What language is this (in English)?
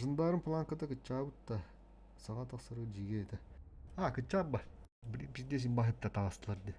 Yakut